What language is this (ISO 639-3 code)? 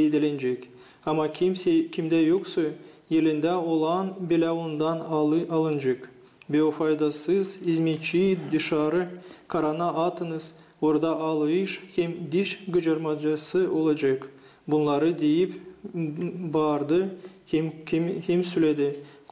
gag